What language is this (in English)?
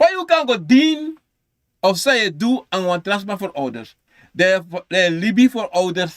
Sranan Tongo